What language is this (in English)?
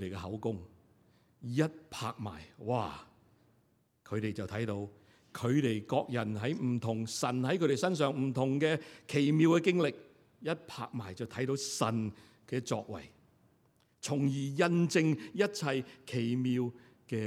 Cantonese